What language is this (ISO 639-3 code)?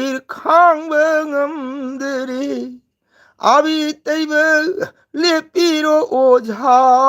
mni